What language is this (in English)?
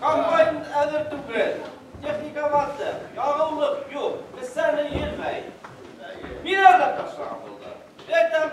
Bashkir